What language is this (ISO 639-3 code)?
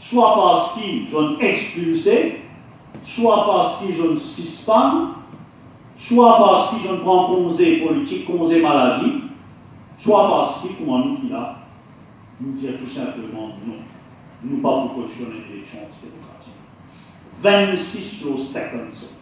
mfe